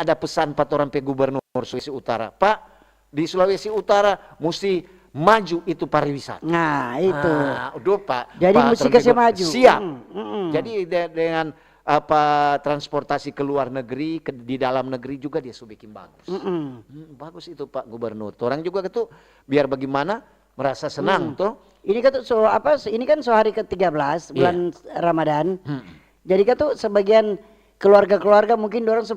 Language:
Manado Malay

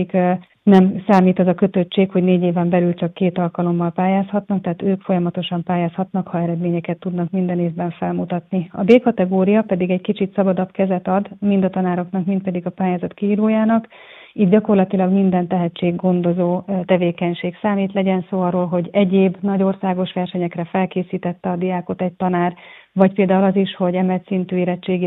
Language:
Hungarian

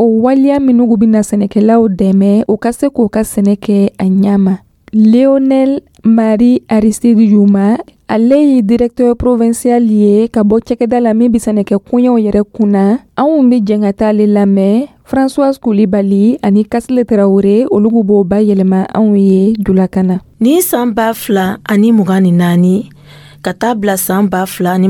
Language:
Dyula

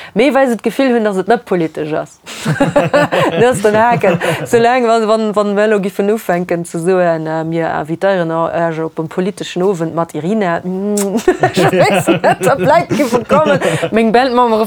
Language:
Luxembourgish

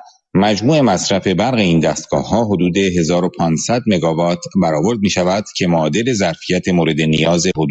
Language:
Persian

